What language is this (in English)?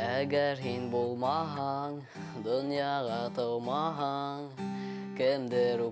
Bashkir